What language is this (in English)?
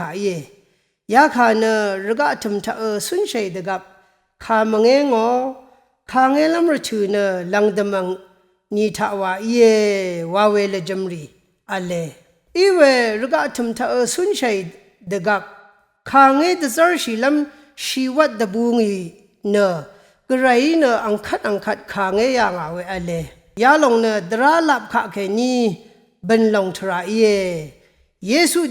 Rawang